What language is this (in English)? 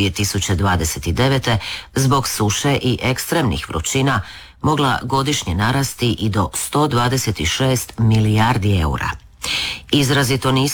Croatian